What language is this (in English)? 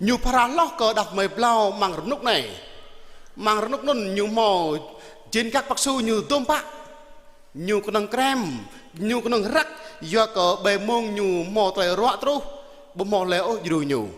Jarai